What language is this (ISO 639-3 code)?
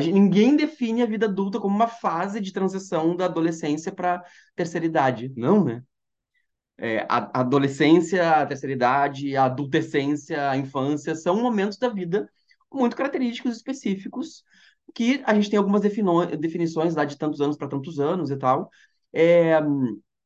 por